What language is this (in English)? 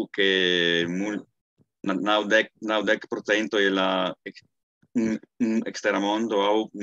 Esperanto